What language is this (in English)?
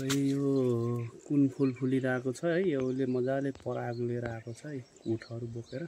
Nepali